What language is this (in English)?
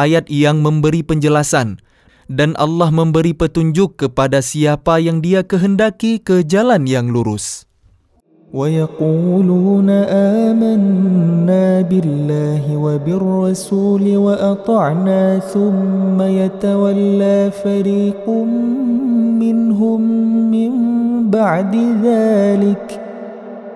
Indonesian